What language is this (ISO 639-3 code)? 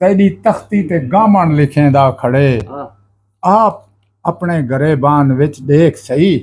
skr